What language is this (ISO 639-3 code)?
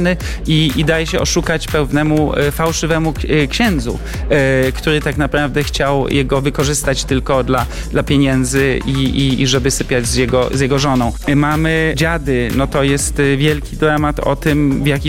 pol